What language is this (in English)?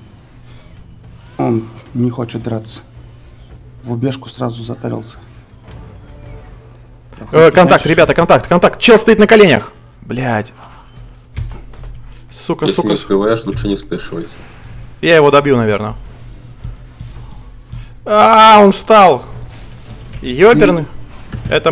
Russian